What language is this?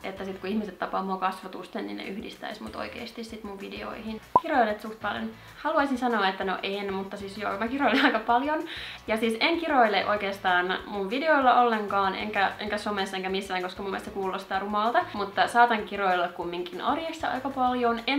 Finnish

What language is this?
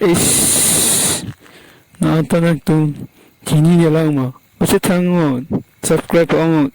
Karbi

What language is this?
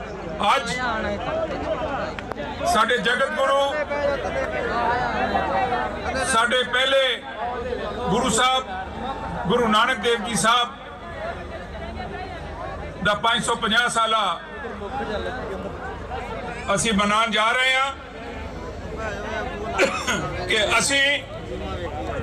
Punjabi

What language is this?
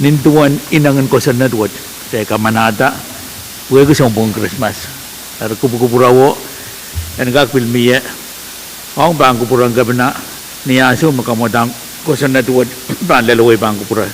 Pohnpeian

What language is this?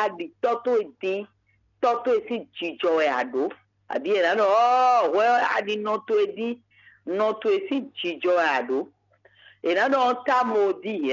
Fon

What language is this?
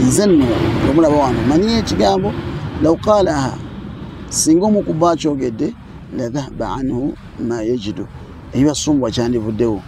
Ganda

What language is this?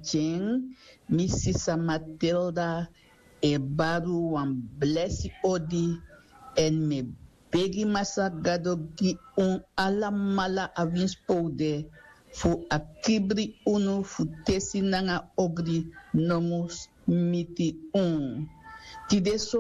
Sranan Tongo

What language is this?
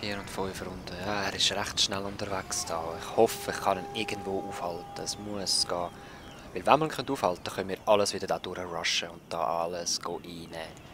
Swiss German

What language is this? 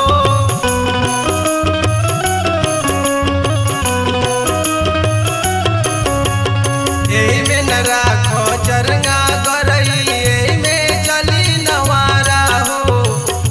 Bhojpuri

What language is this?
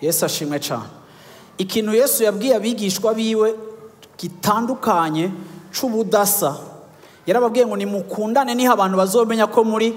Rundi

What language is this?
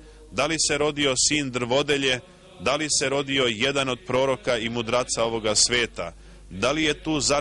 Serbian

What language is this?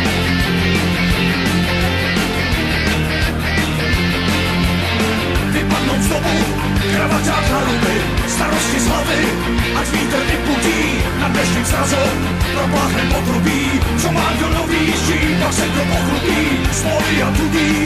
Czech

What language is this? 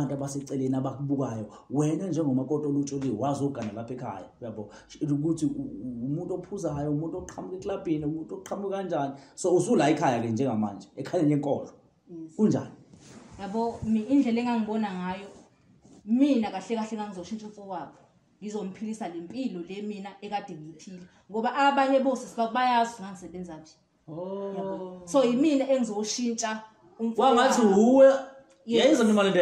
Zulu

